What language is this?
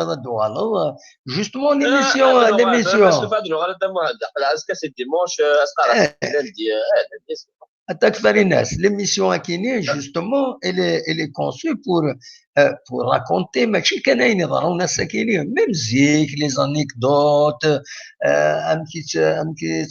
Kabyle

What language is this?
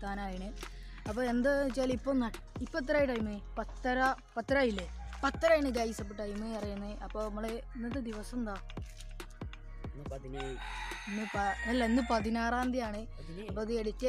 Malayalam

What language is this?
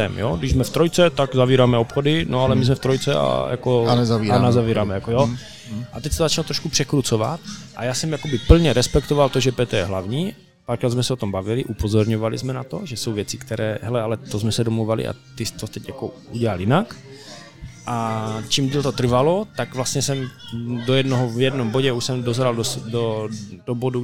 Czech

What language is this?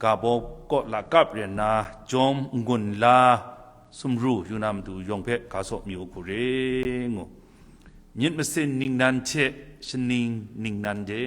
Kachin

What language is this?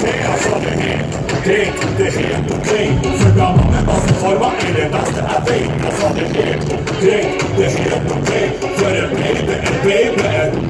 Norwegian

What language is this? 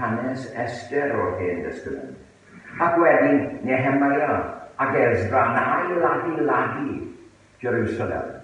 Welsh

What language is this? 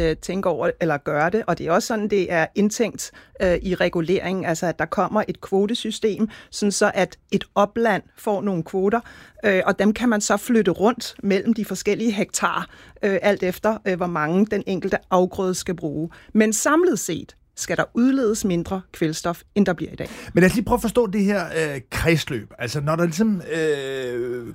Danish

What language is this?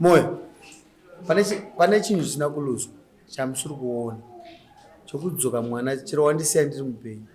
Shona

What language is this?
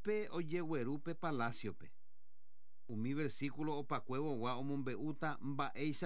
Guarani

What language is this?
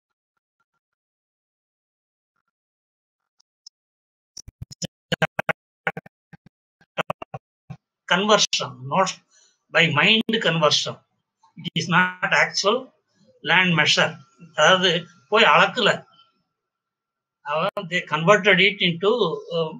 Tamil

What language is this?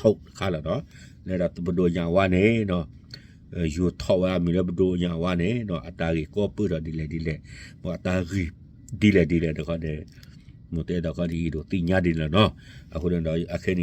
S'gaw Karen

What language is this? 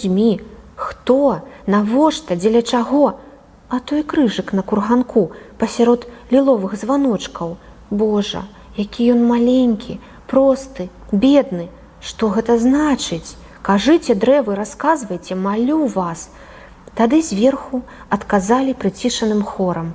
Belarusian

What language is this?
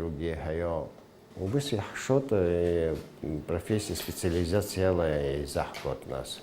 Abkhazian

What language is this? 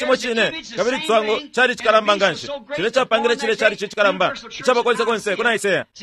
Bemba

